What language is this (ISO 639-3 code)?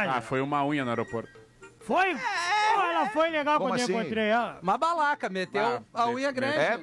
por